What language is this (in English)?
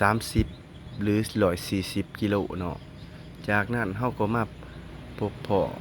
Lao